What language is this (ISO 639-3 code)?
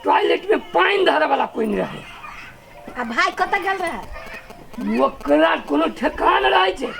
mai